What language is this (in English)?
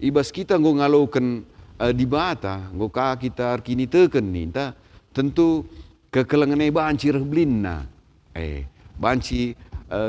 Batak Karo